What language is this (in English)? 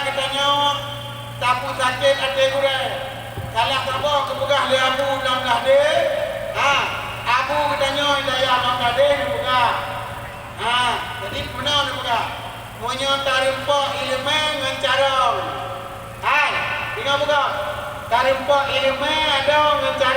Achinese